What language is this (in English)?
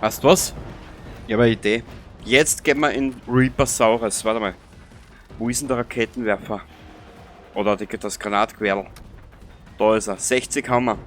Bavarian